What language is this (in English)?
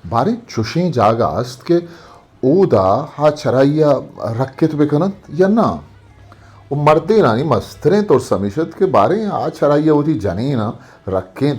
Eastern Balochi